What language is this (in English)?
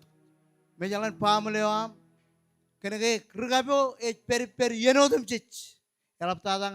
Marshallese